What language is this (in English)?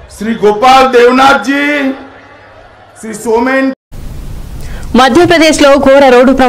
Telugu